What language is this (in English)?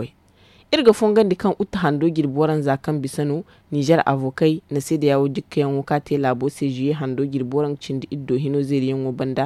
Zarma